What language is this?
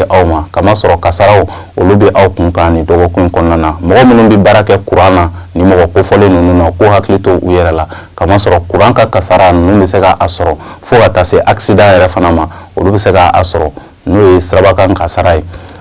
Bambara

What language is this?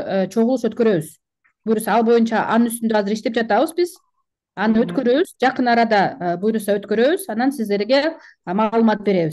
Kyrgyz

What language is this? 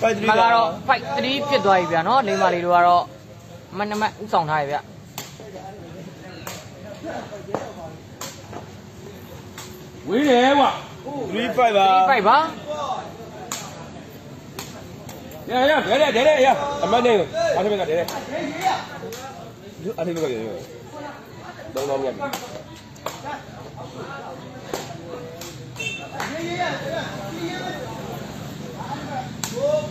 Burmese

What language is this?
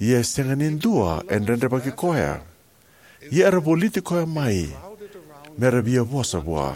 Fijian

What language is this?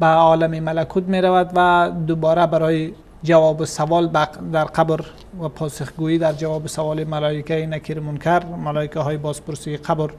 Persian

